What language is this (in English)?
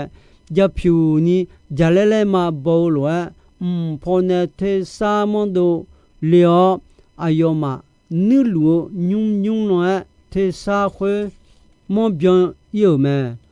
Akha